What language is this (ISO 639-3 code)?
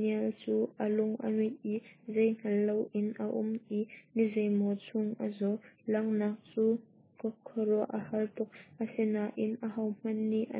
cnh